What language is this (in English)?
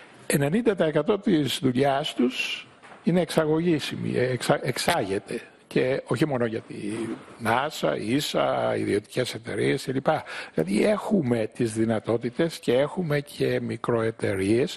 Greek